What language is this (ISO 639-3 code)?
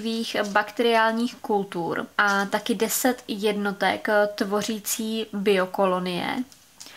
ces